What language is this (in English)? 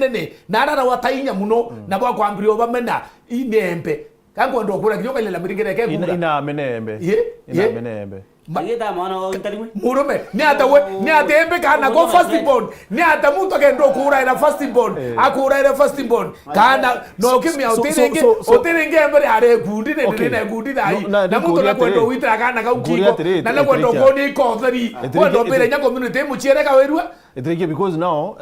Meru